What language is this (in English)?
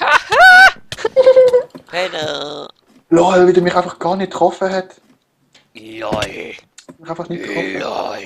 Swiss German